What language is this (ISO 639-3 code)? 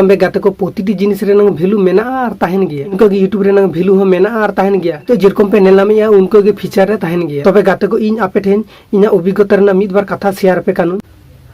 sat